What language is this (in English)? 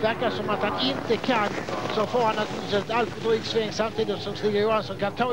Swedish